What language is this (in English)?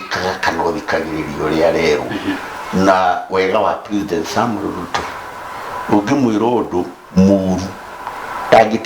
Kikuyu